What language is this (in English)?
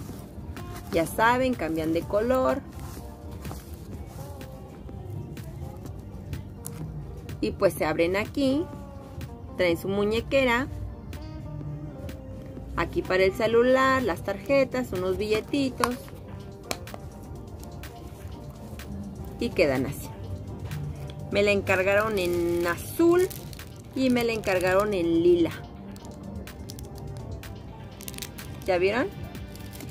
Spanish